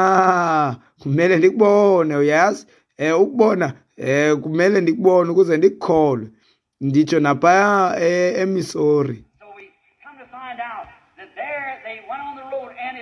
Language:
Xhosa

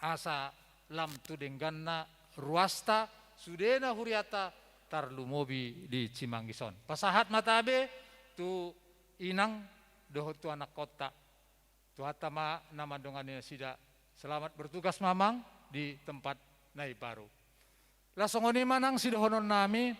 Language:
Batak Toba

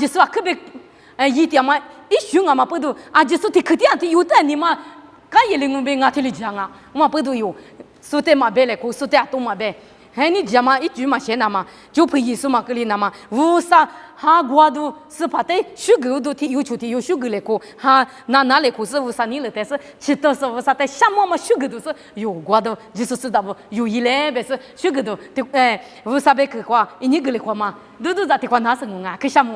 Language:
Lisu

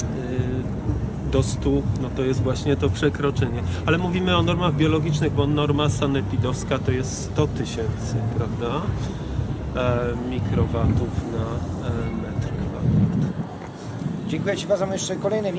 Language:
Polish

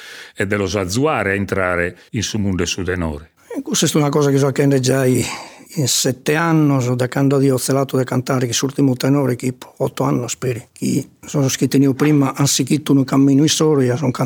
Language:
Sardinian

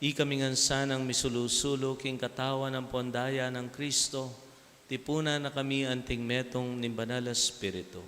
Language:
Pampanga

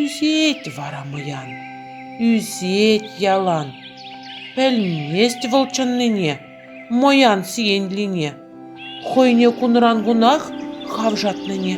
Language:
Chuvash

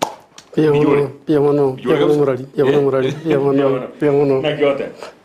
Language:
Gusii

